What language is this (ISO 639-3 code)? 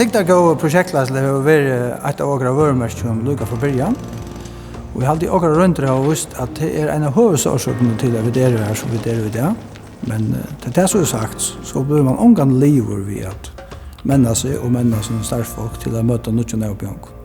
fao